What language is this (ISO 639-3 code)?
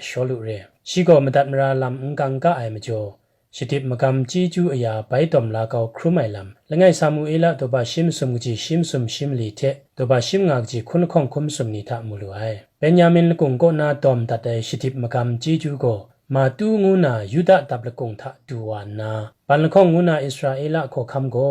kac